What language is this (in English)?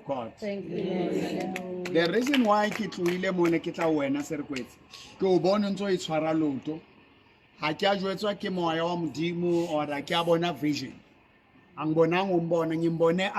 Southern Sotho